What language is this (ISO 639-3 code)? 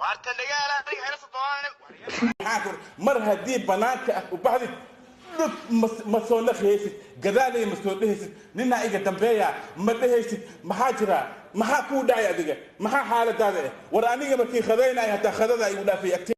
som